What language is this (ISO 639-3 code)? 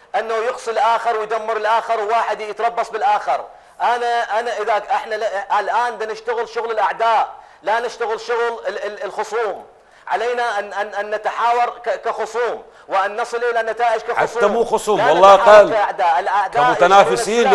acm